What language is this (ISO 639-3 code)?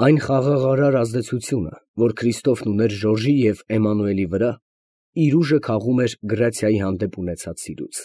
hye